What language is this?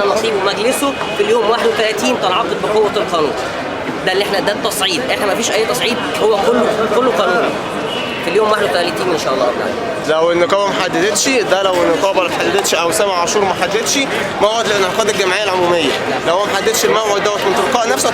Egyptian Arabic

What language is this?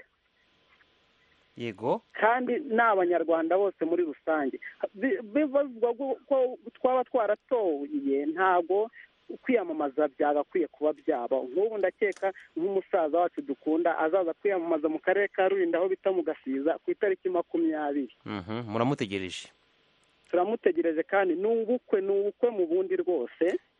Kinyarwanda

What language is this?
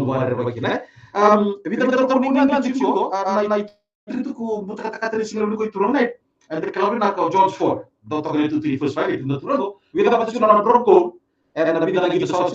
Fijian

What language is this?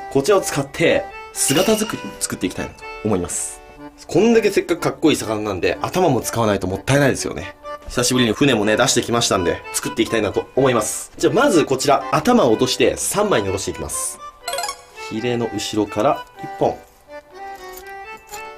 Japanese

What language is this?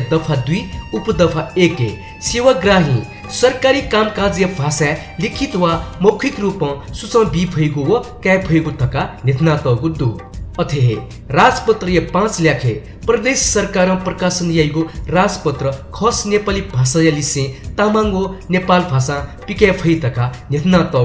Newari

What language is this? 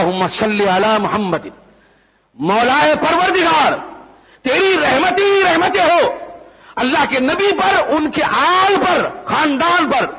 Urdu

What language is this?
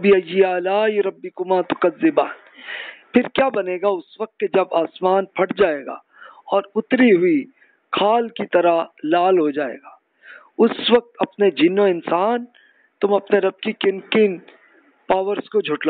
Urdu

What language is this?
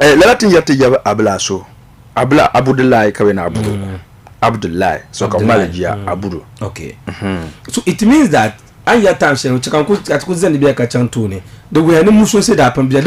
Dagbani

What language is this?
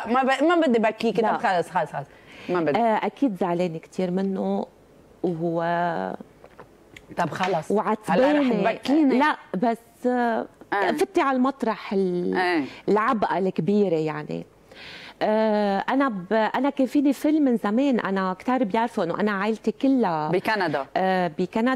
North Levantine Arabic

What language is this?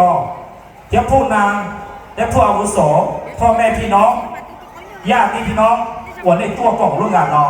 Hmong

